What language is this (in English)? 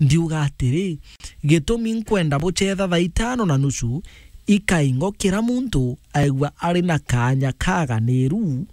Meru